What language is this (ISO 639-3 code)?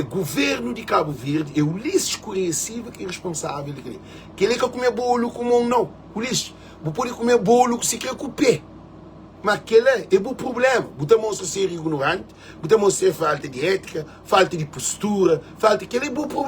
kea